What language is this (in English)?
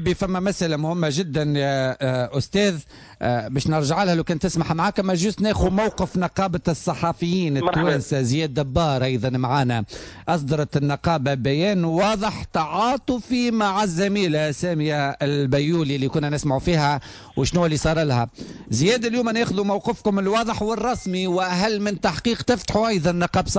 Tunisian Arabic